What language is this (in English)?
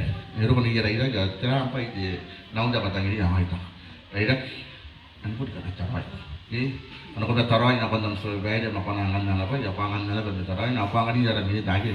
Gilbertese